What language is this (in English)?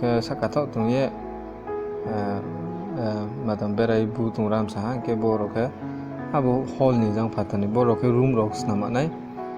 Riang (India)